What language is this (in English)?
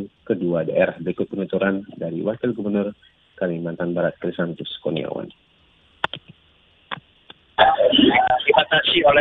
Indonesian